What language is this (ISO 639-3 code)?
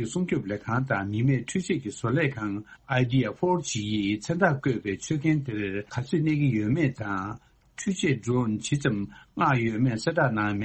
bod